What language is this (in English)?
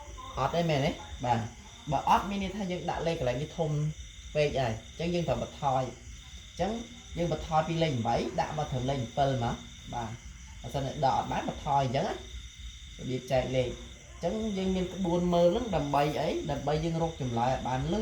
Khmer